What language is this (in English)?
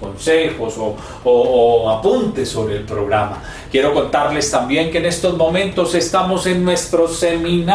Spanish